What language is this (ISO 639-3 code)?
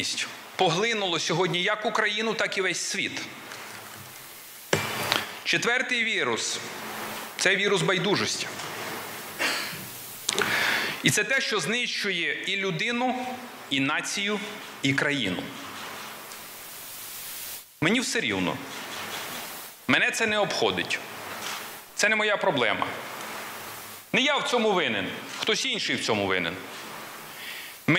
ukr